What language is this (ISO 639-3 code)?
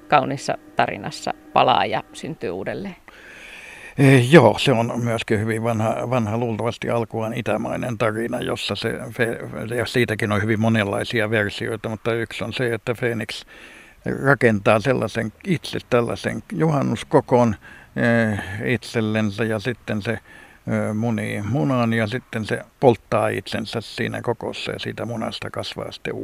fin